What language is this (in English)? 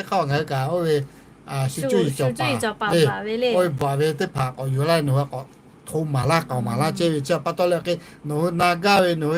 Lahu